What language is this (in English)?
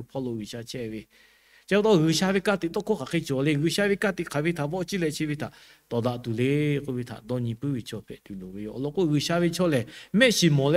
Lahu